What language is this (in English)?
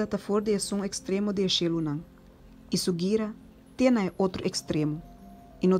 Papiamento